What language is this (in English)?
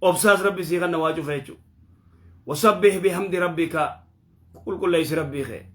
Oromo